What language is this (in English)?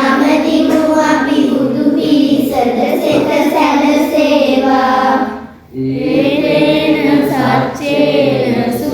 Sinhala